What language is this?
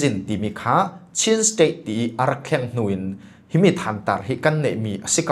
Falam Chin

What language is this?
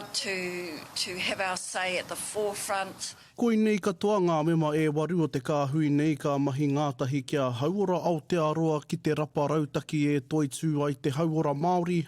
Māori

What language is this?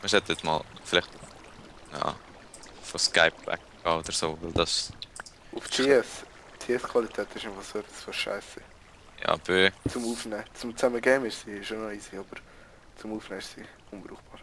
Swiss German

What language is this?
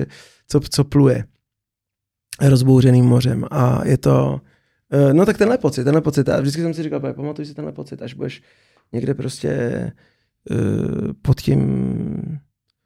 Czech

